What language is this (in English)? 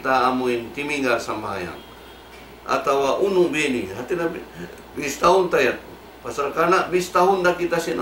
Tausug